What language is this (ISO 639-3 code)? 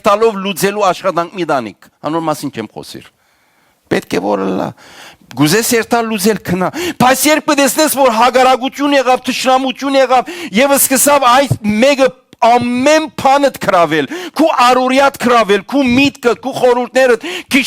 hyw